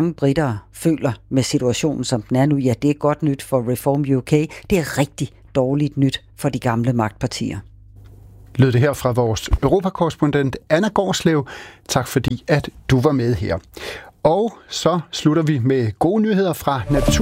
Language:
Danish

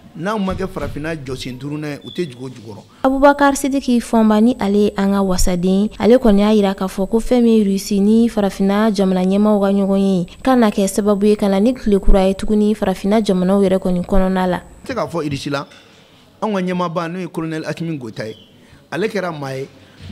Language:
Bambara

